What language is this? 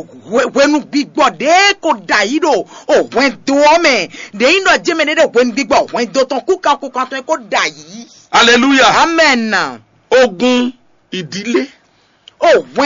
Fon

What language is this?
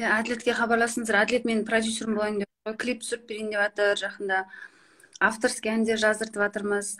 Kazakh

